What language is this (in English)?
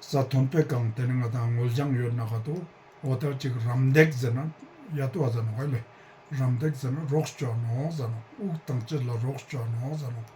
Ladakhi